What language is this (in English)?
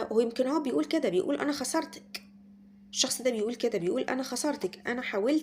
Egyptian Arabic